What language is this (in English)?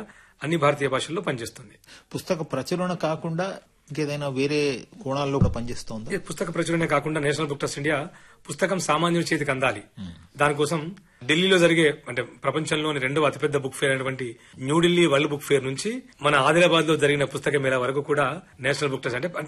Telugu